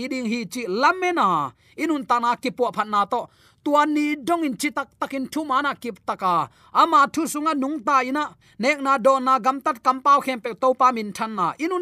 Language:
Tedim Chin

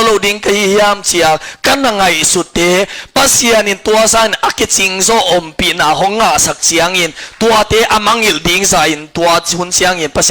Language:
Tedim Chin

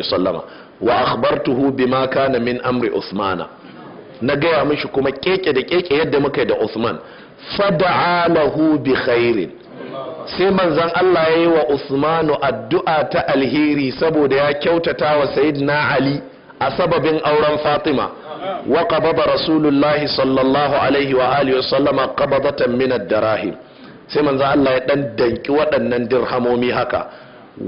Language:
Hausa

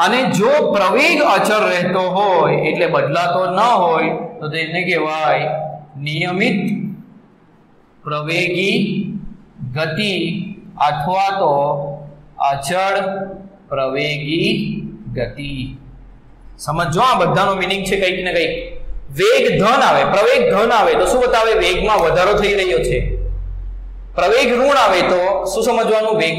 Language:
Gujarati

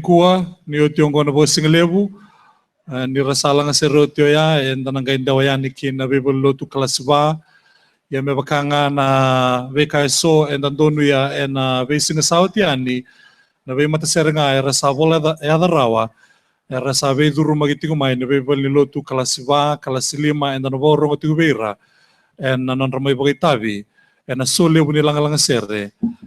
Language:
Fijian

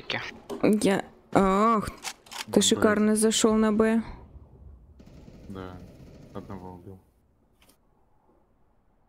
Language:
Russian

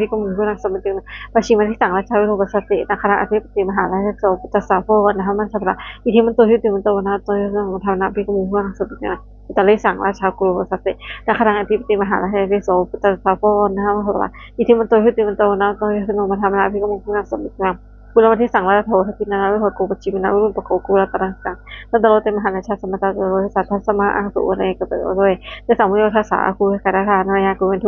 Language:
Pali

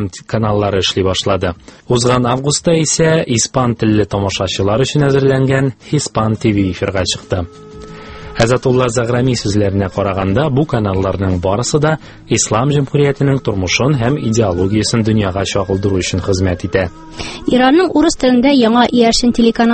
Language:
Tatar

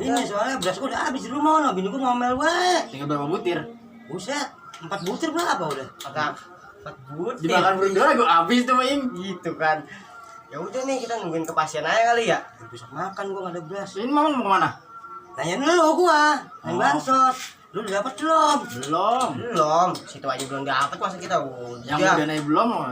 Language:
Betawi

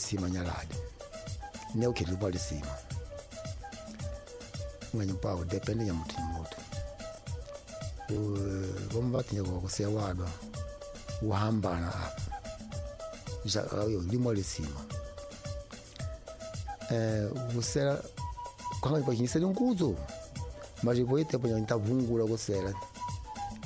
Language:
Swahili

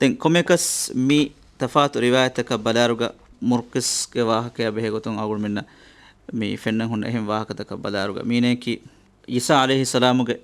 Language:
Divehi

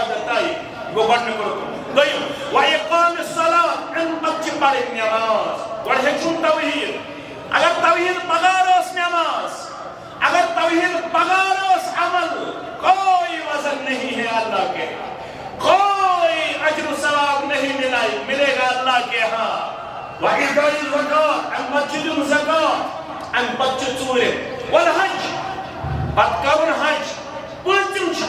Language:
Kashmiri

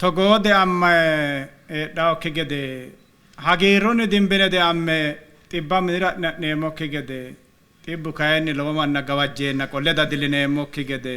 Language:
Sidamo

